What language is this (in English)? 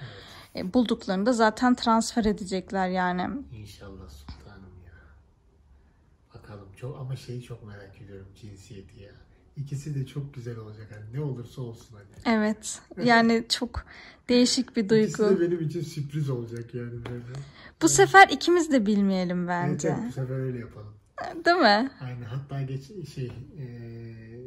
Turkish